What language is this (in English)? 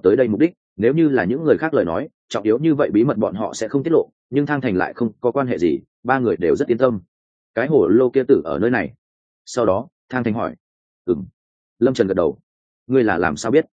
Vietnamese